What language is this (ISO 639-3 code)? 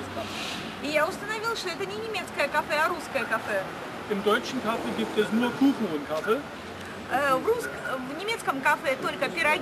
rus